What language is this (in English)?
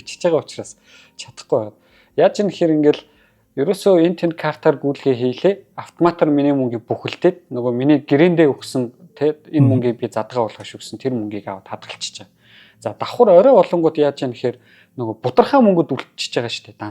Mongolian